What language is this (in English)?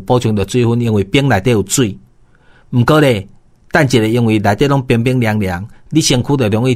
Min Nan Chinese